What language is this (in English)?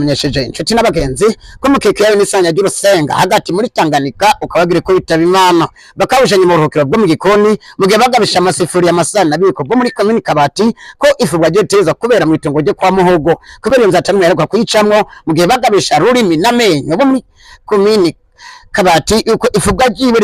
Rundi